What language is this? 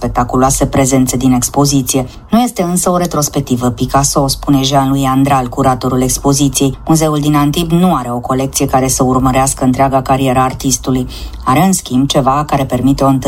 Romanian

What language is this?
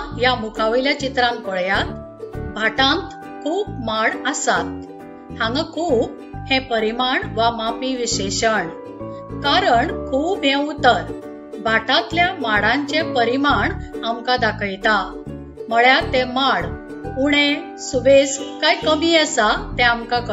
Konkani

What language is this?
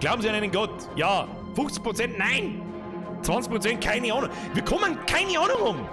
Bavarian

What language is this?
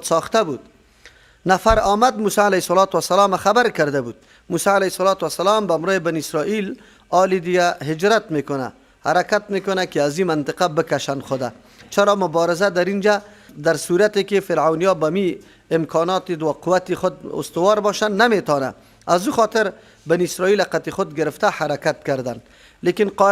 Persian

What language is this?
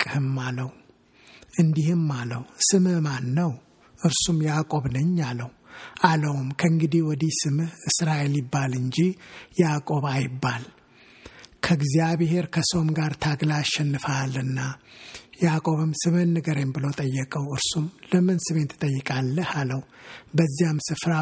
Amharic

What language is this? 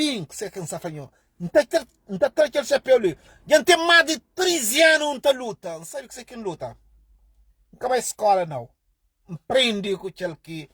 Kabuverdianu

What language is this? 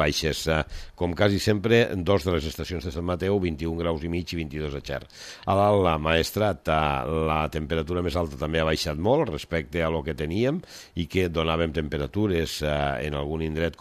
Catalan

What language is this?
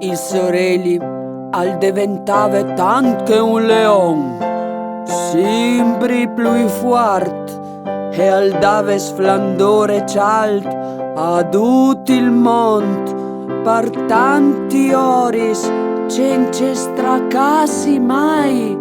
Friulian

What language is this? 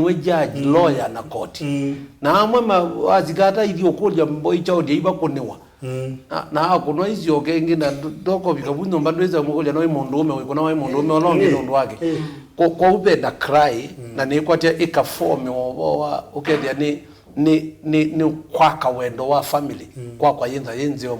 Kamba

